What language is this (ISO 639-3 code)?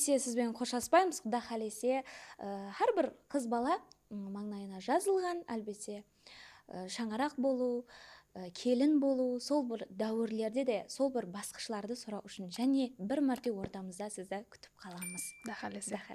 kaa